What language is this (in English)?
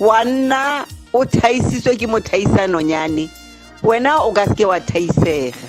Tswana